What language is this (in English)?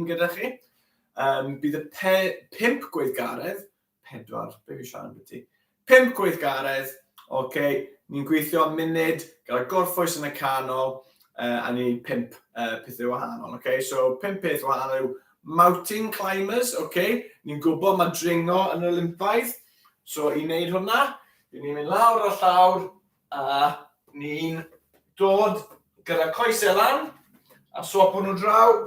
Welsh